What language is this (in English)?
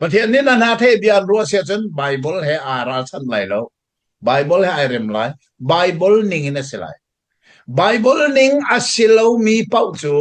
Hakha Chin